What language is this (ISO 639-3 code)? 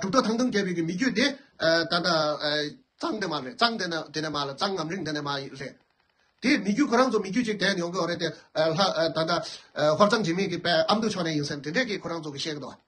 bod